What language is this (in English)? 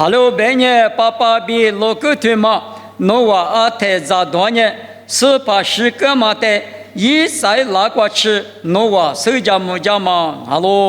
Lisu